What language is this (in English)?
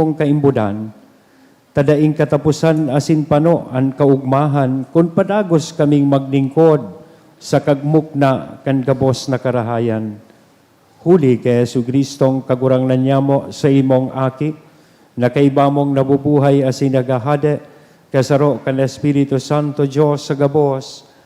Bikol